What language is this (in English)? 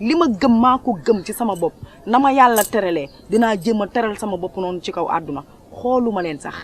Wolof